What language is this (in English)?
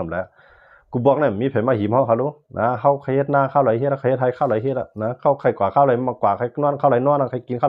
Shan